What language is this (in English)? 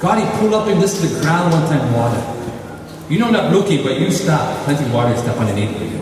Tok Pisin